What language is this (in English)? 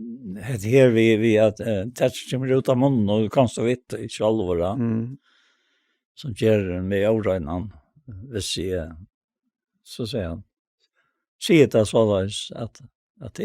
Faroese